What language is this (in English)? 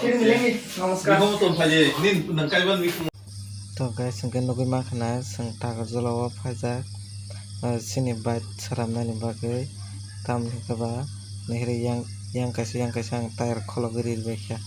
Kok Borok